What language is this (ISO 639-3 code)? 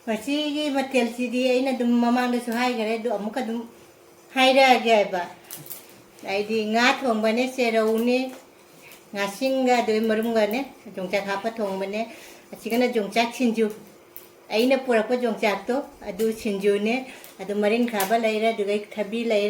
mni